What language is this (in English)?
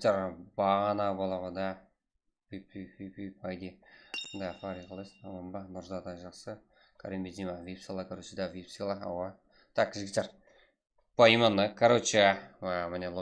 Kara-Kalpak